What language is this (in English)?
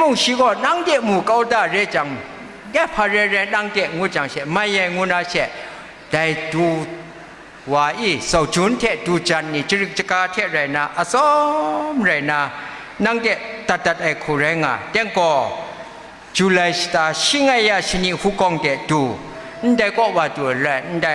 Kachin